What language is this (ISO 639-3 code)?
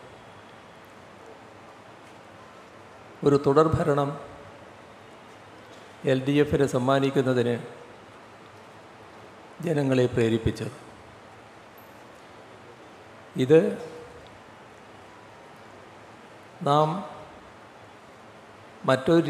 mal